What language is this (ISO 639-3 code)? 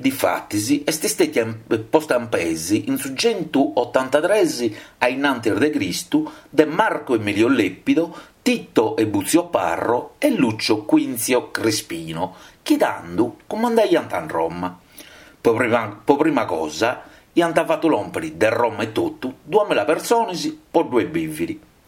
srd